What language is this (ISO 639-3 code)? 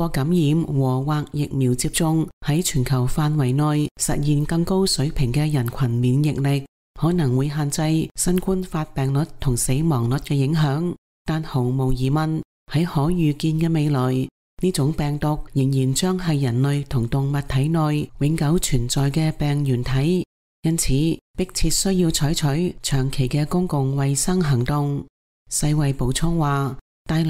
yue